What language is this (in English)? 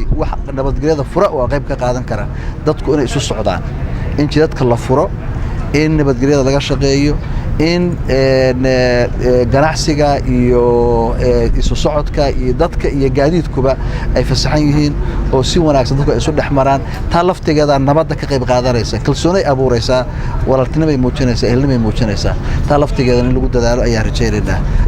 Somali